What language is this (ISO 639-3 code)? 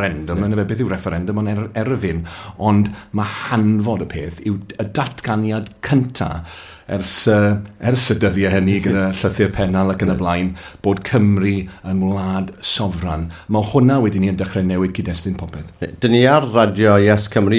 cym